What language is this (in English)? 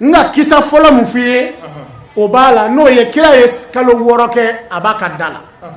Bambara